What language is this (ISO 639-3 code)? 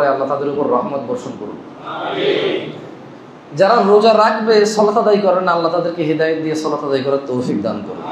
ben